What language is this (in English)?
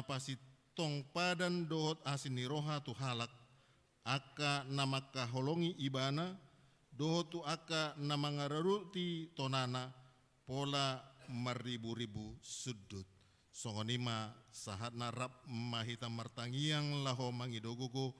Batak Toba